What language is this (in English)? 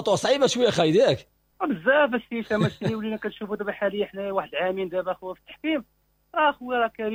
Moroccan Arabic